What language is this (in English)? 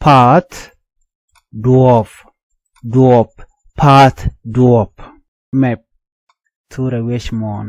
Nuer